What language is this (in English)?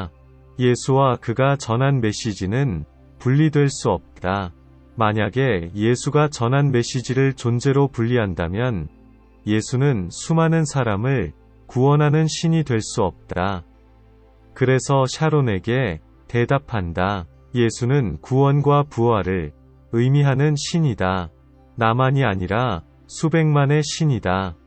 Korean